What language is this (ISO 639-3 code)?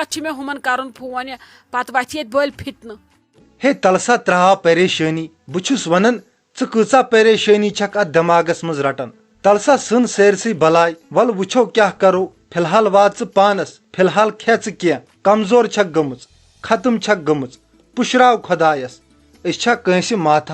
kas